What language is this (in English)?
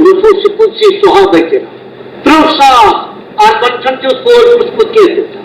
Kashmiri